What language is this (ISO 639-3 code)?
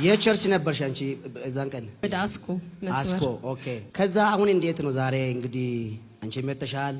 amh